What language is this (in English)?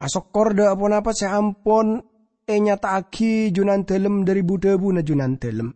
Madurese